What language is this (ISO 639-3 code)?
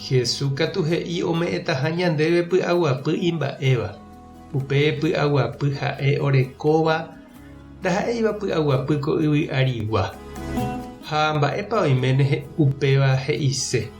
grn